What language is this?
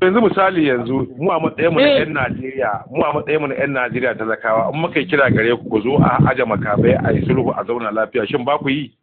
Hausa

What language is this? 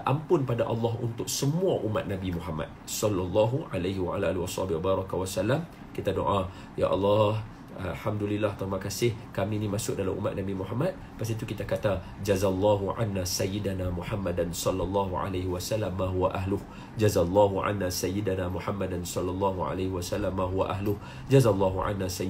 Malay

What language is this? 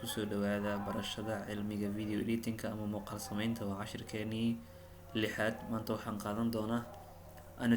Somali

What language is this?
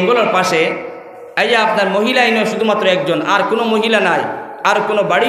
Sylheti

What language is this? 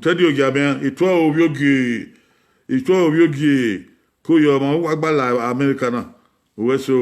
Bini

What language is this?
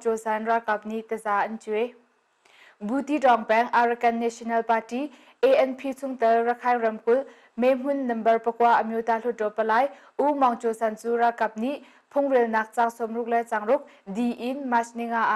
Hakha Chin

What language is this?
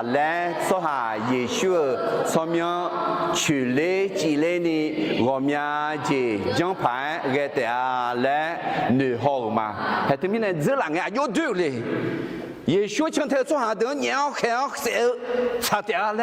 Akha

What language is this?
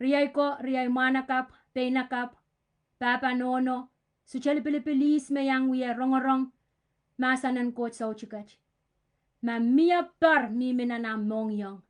Pohnpeian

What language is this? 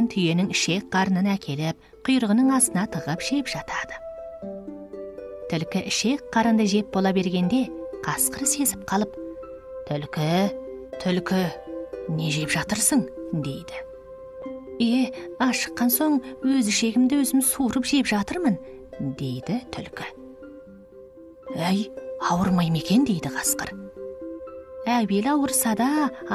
Kazakh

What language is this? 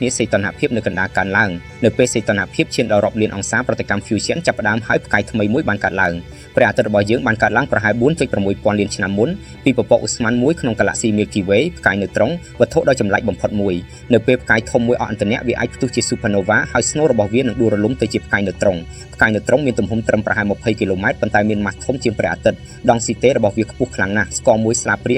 Khmer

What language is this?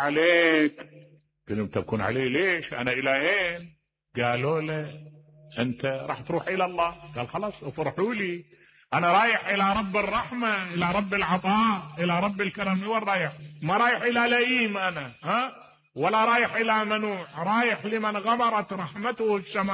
Mesopotamian Arabic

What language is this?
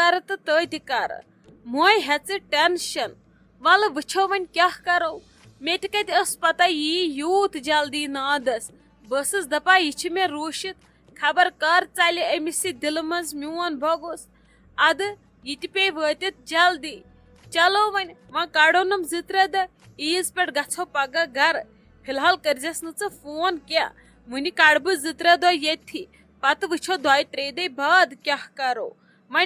Kashmiri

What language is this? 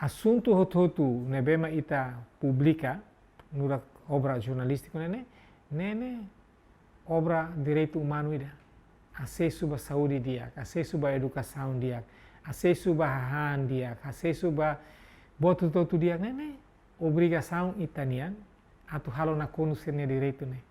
Tetum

